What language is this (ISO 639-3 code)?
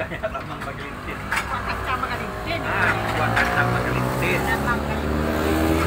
min